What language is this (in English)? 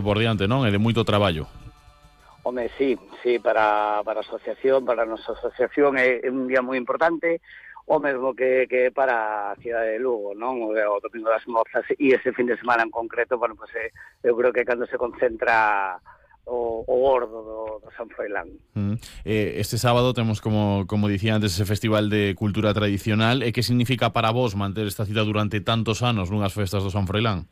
Galician